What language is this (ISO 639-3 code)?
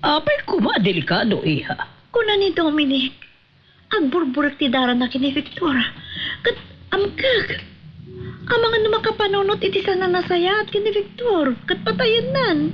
ilo